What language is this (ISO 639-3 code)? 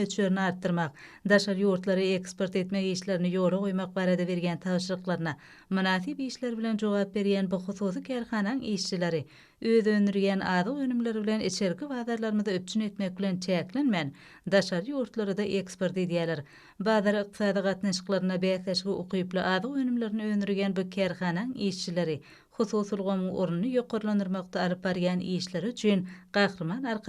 tuk